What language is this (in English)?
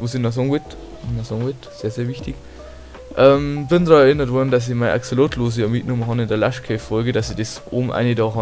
Bavarian